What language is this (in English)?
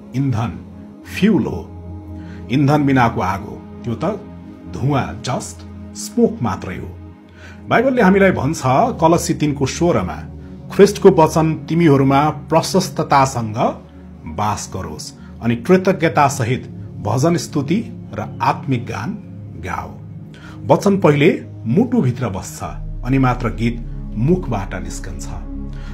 Nepali